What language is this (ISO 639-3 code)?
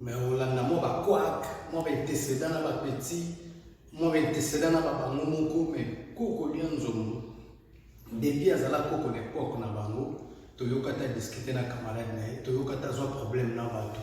lin